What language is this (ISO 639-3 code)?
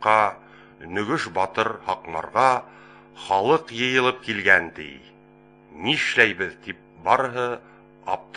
bak